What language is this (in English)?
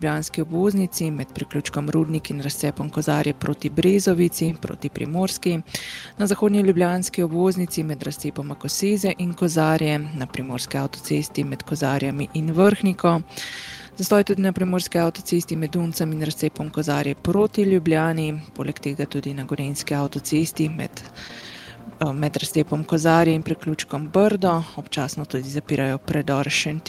Slovenian